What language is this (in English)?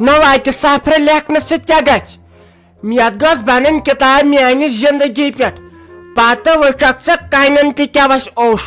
Kashmiri